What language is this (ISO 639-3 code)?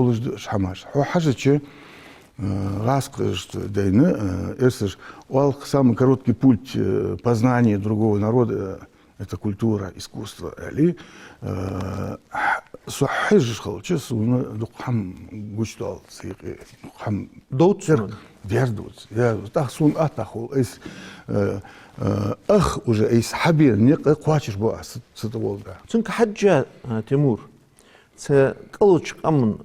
inh